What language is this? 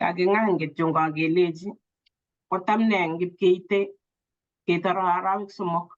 Kalenjin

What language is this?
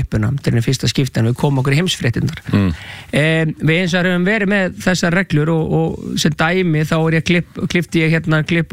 Icelandic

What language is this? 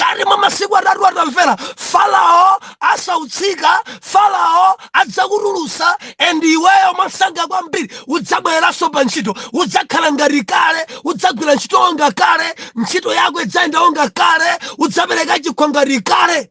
Nyanja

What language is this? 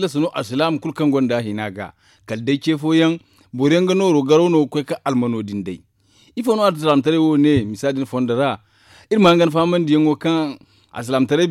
Zarma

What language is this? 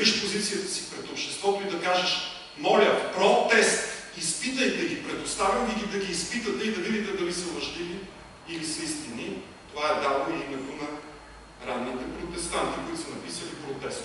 Bulgarian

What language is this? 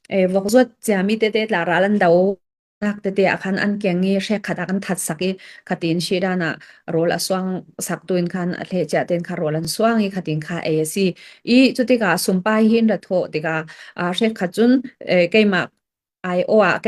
Falam Chin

